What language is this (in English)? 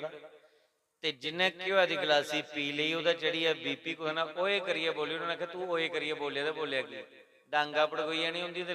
Dogri